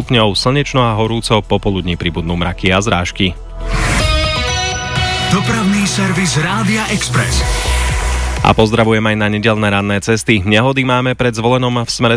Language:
Slovak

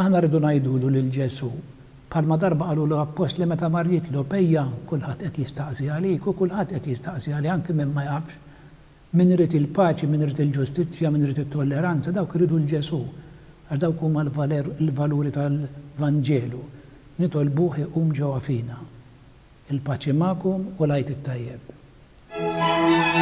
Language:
Maltese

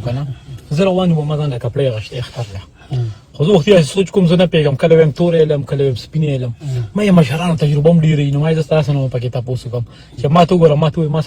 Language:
Pashto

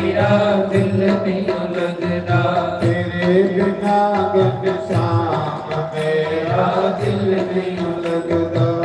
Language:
Dogri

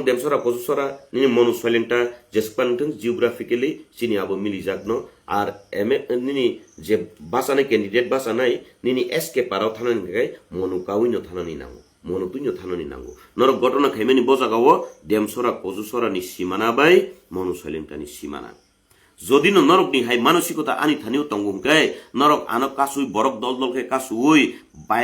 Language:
Kok Borok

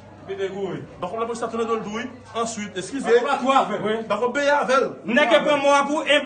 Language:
Haitian Creole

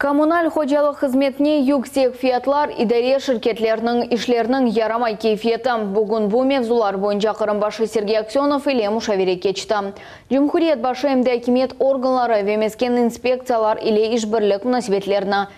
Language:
Crimean Tatar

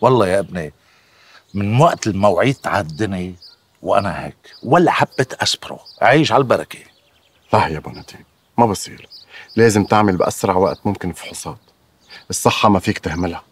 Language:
North Levantine Arabic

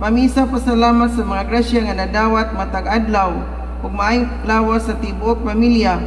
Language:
Cebuano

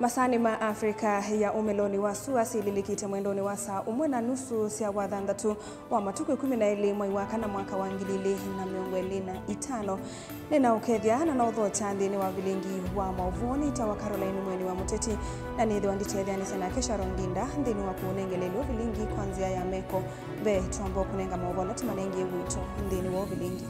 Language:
Kamba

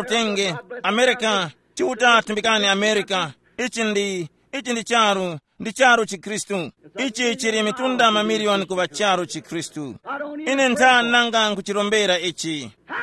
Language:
Tumbuka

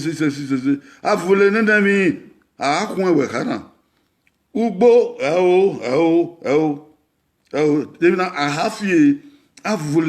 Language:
Bini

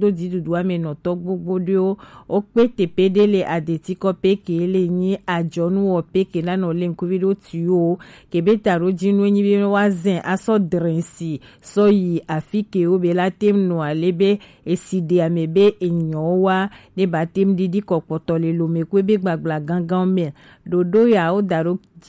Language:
Gen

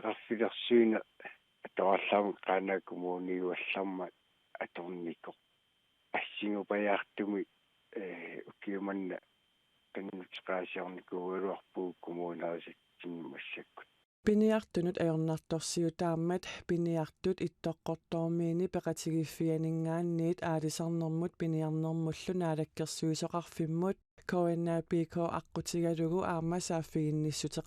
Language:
Kalaallisut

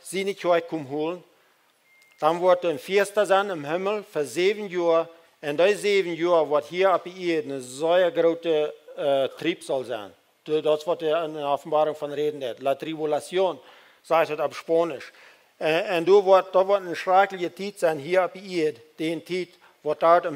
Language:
Plautdietsch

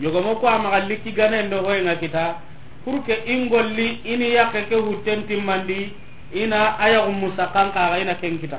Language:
Soninke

